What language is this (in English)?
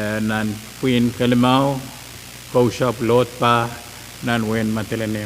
Pohnpeian